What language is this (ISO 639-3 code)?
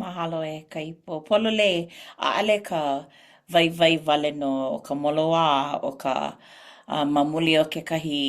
haw